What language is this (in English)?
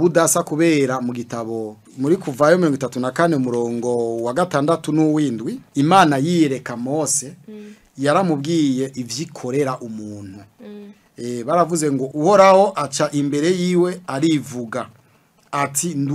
Rundi